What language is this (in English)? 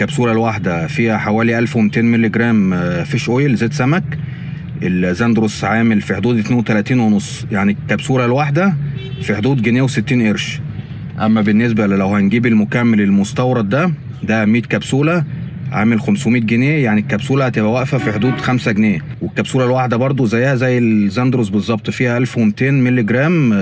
Egyptian Arabic